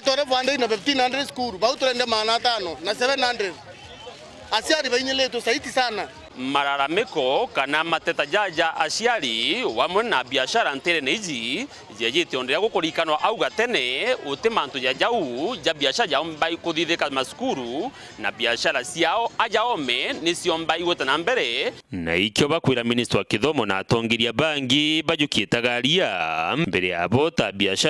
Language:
Meru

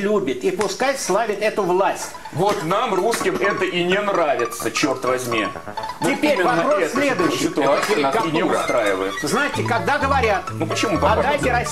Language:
Russian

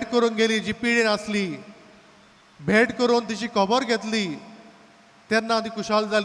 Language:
Konkani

